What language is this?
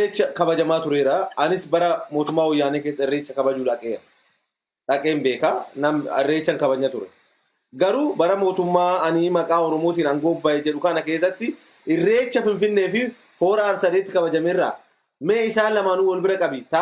Oromo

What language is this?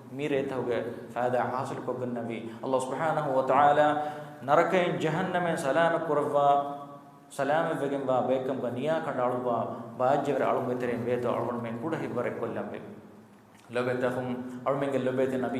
Divehi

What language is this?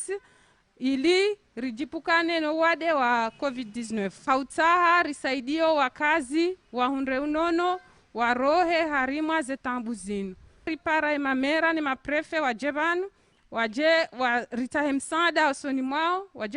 Ngazidja Comorian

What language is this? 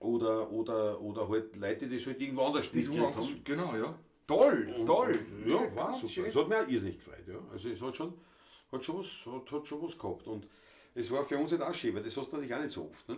Bavarian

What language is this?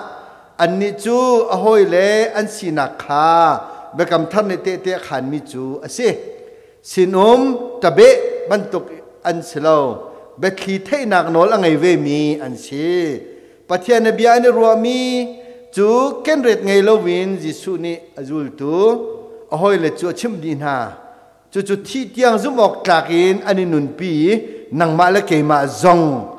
Hakha Chin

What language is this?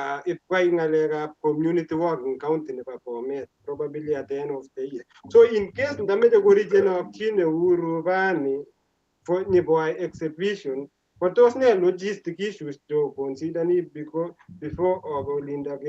Kalenjin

